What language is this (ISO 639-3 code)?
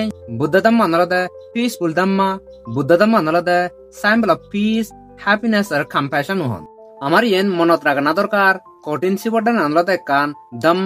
ccp